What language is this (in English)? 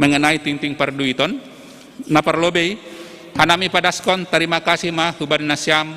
Batak Simalungun